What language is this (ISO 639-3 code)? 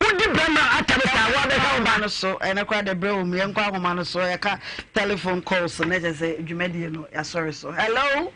aka